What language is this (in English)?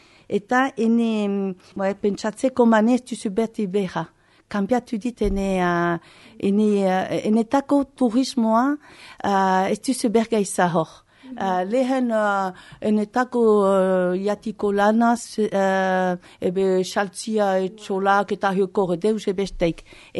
Basque